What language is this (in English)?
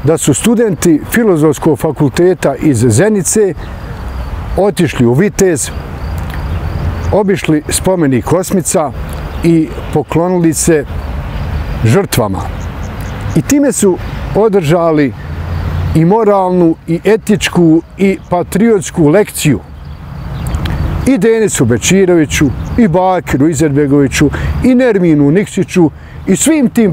Bosnian